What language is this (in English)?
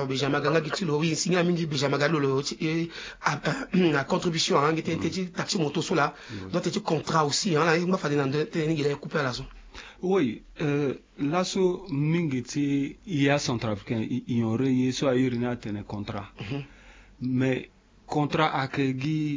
French